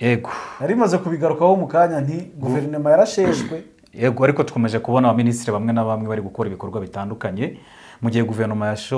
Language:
Kinyarwanda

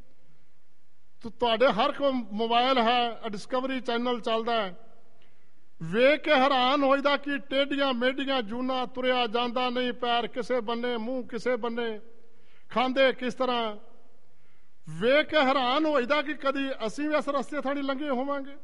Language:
Punjabi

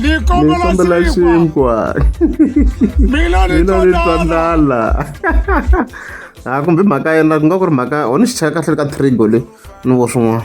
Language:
Tsonga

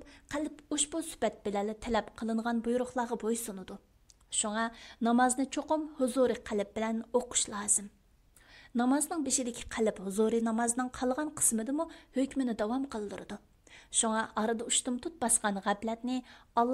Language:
Uyghur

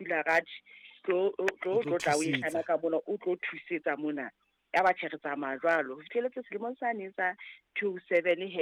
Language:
Southern Sotho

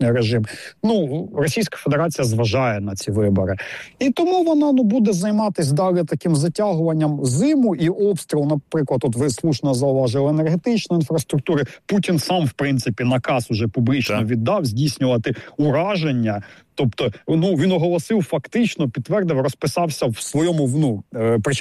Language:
Ukrainian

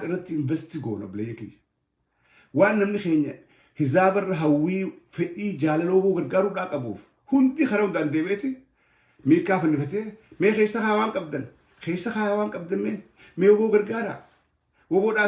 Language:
Oromo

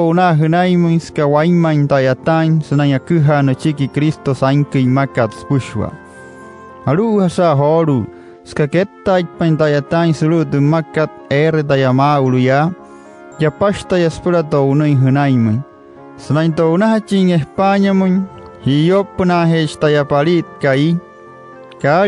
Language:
Wayuu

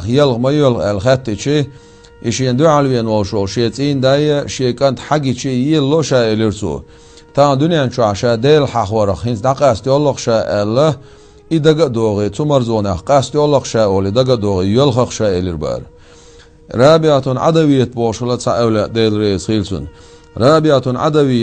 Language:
Chechen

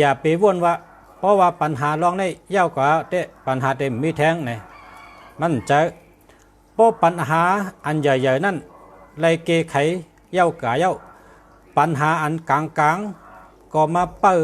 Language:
Shan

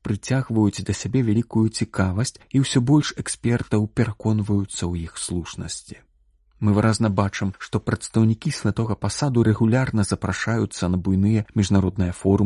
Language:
Belarusian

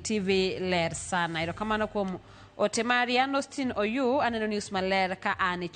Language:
Luo (Kenya and Tanzania)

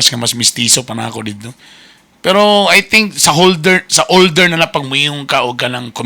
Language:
Cebuano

